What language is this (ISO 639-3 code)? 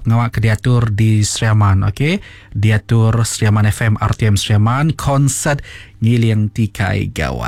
iba